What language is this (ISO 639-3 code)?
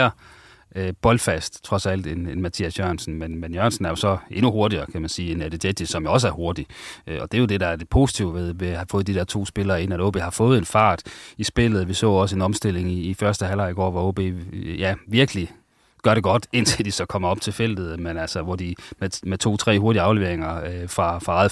dan